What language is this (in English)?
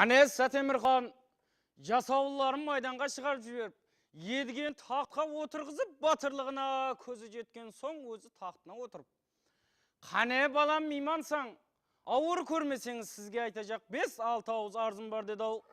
Kara-Kalpak